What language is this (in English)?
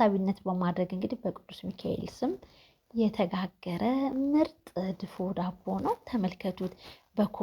Amharic